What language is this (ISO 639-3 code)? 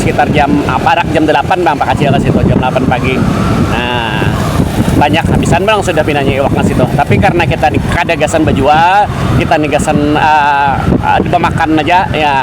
bjn